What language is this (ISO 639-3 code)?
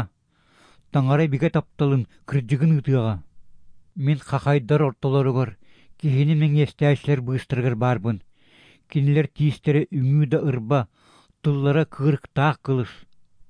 sah